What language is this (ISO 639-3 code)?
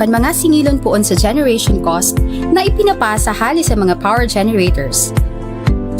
bik